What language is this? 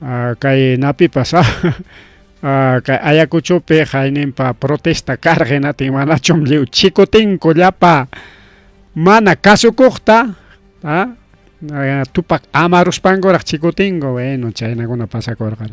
Ayacucho Quechua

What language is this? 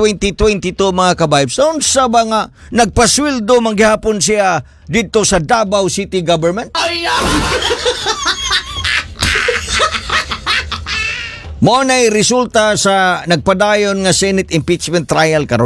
Cebuano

